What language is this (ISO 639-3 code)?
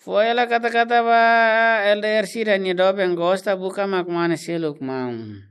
tet